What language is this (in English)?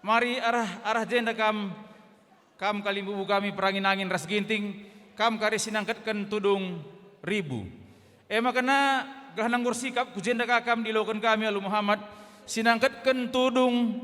Batak Karo